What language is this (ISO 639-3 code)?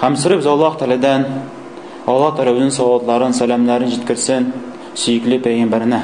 tat